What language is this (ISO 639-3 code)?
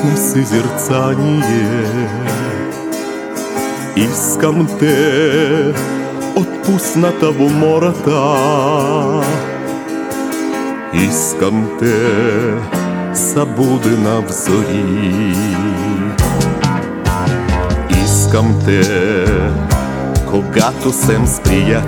bul